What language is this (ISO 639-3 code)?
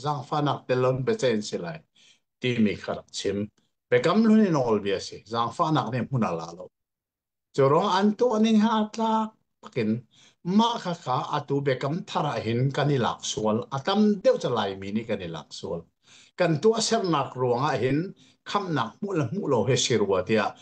cnh